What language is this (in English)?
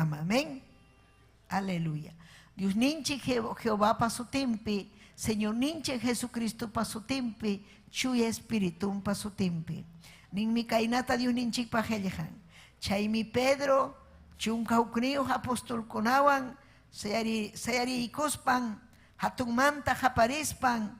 Ayacucho Quechua